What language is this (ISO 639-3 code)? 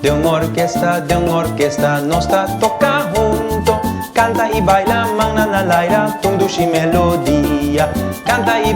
pap